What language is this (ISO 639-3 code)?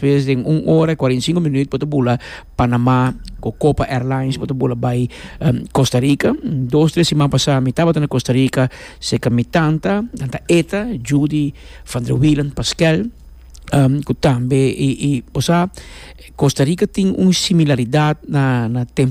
pap